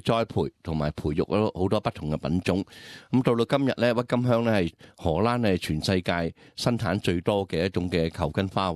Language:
Cantonese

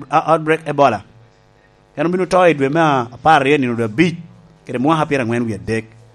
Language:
Lango (Uganda)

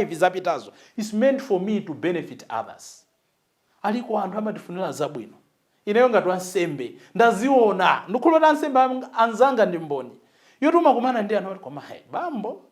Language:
Nyanja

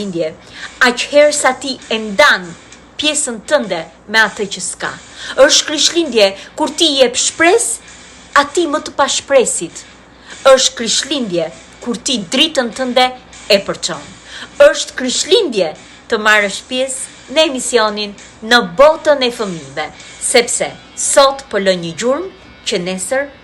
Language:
Albanian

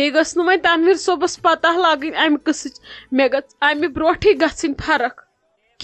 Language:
Kashmiri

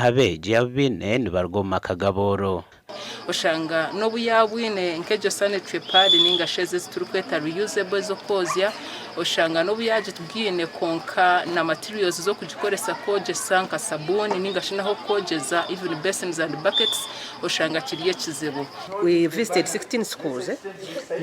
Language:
Nyankole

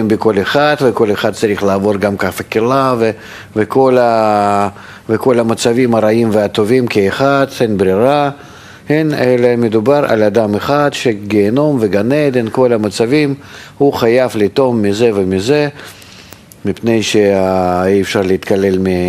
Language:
Hebrew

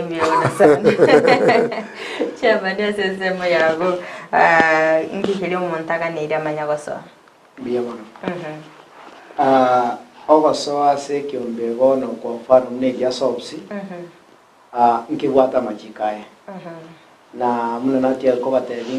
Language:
Gusii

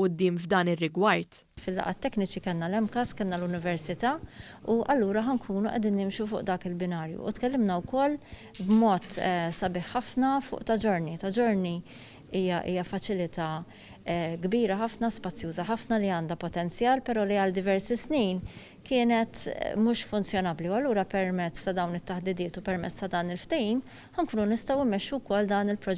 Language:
Maltese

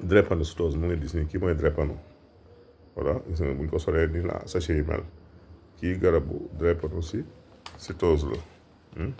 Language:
Wolof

